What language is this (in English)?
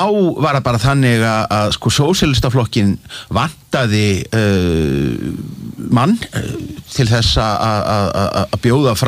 Icelandic